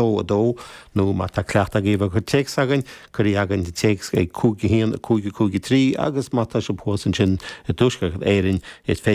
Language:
Irish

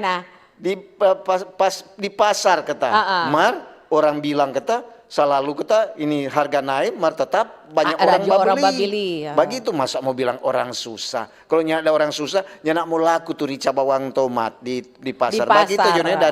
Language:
Manado Malay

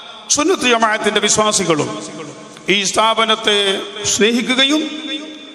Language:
Malayalam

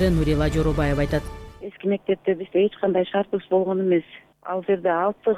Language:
Kyrgyz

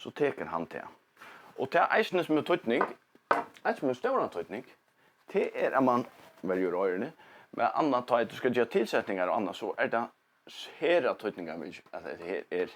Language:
Faroese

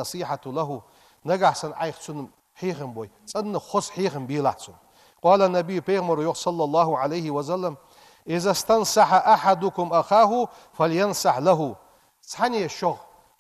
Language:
Ingush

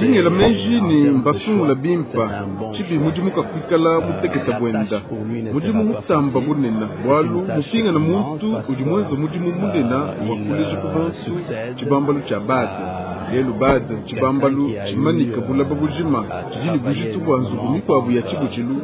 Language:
Luba-Lulua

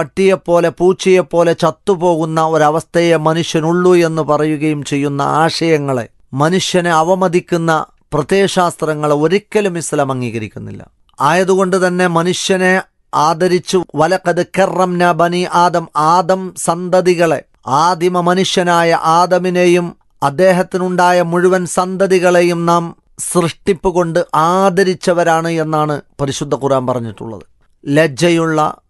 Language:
Malayalam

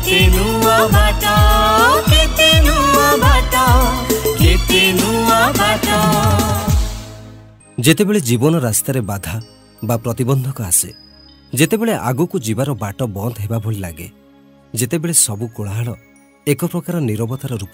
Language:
Odia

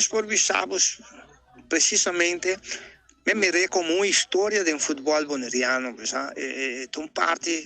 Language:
Papiamento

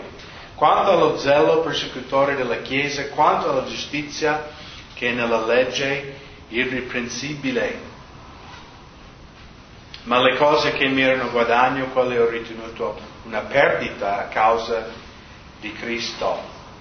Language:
Italian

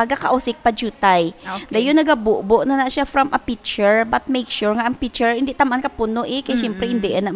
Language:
Hiligaynon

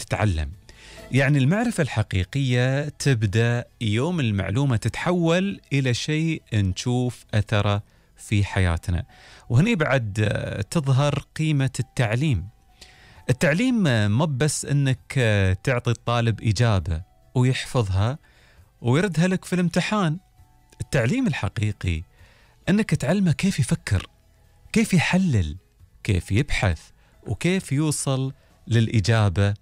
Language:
Gulf Arabic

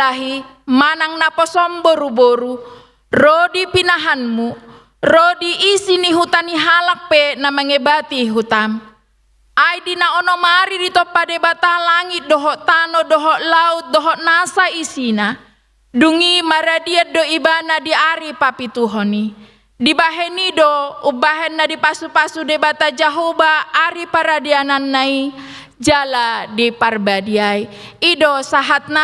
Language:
Batak Toba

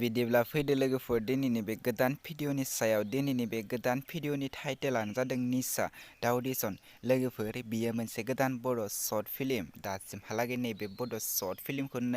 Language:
Bodo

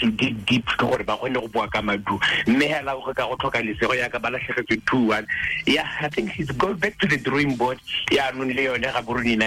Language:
Tswana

